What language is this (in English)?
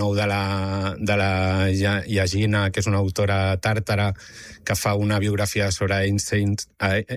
Catalan